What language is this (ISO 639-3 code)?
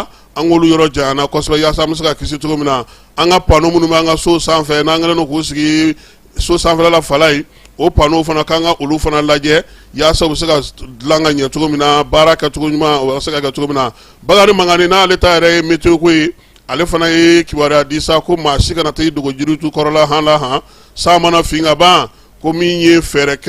bam